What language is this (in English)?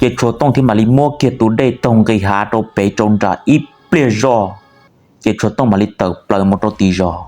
Hmong